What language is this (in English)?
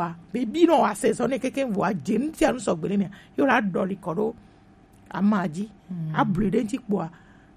Gen